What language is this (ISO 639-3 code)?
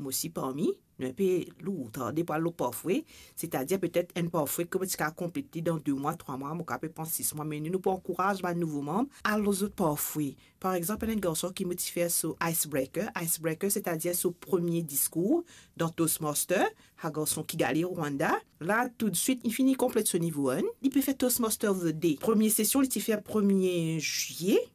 mfe